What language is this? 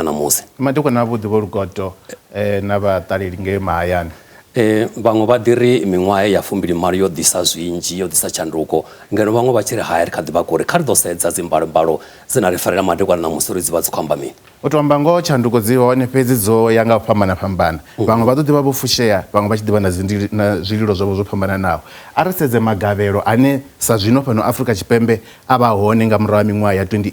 Venda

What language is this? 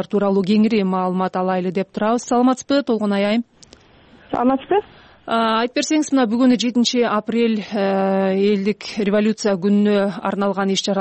Kyrgyz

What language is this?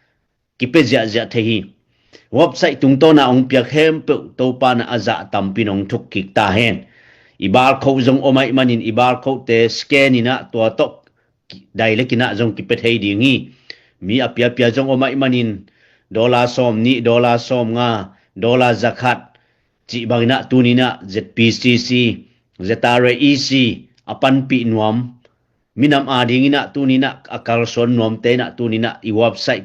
Tedim Chin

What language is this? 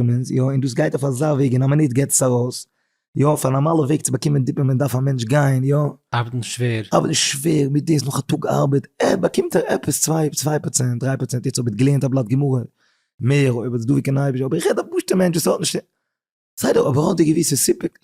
Yiddish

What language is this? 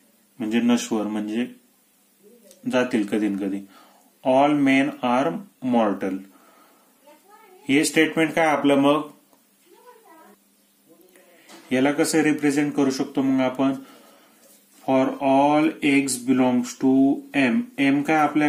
Marathi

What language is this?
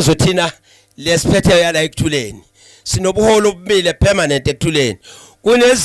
Zulu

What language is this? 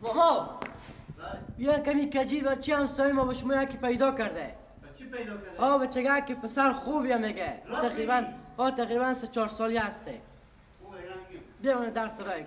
Persian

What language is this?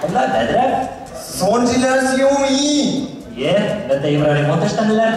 Bashkir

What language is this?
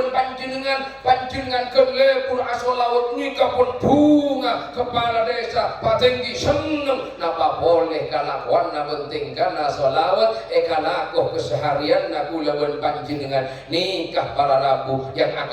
Madurese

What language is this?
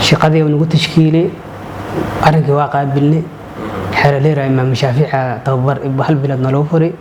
Somali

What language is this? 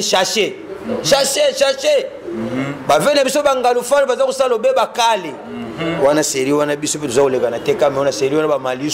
Lingala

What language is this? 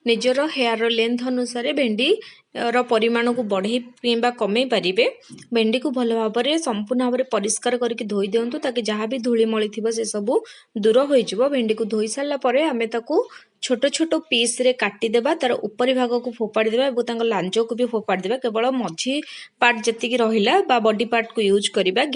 Odia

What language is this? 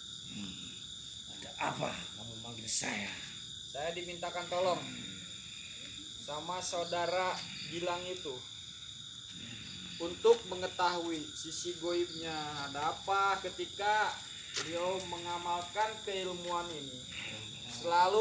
Indonesian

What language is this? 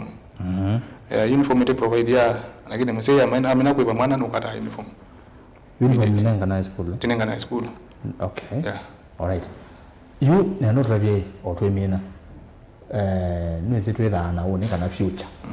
Kamba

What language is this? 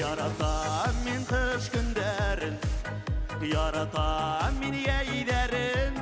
Bashkir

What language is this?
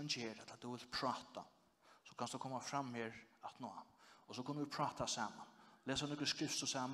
Faroese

